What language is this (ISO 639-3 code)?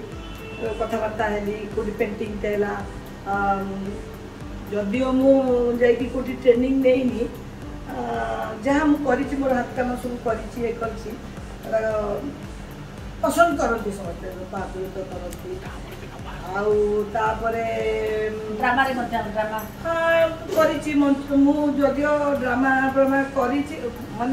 ori